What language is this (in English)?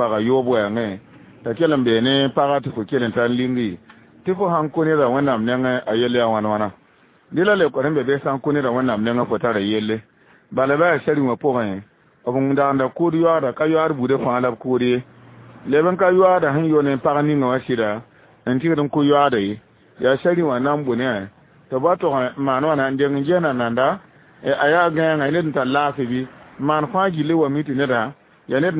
Mossi